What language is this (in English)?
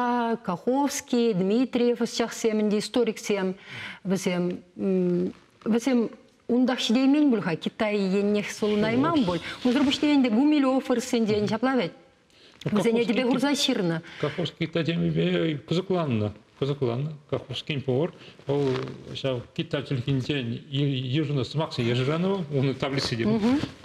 Chuvash